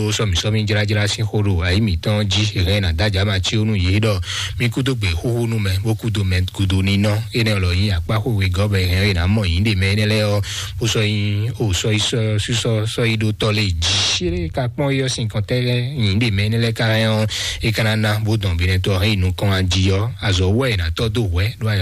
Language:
Fon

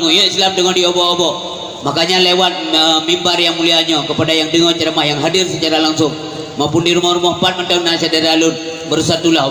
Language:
Achinese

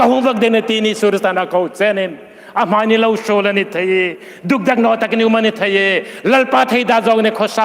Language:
Hmar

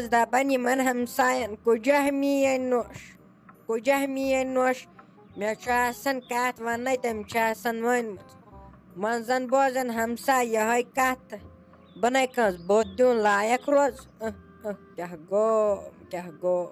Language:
Kashmiri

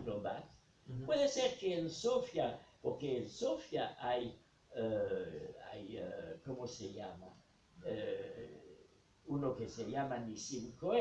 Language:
Ladino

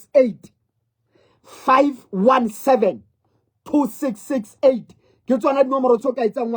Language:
Southern Sotho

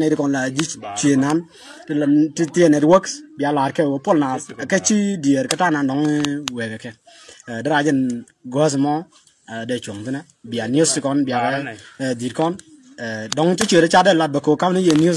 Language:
Nuer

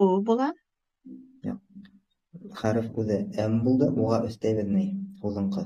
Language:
Bashkir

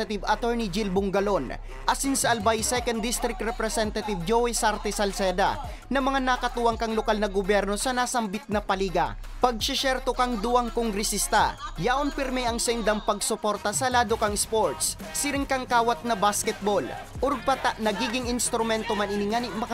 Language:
Bikol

